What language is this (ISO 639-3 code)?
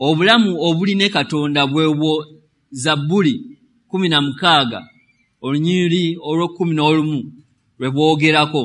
lug